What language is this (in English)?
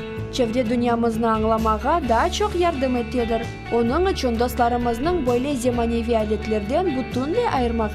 Crimean Tatar